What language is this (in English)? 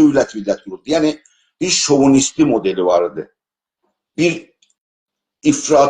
South Azerbaijani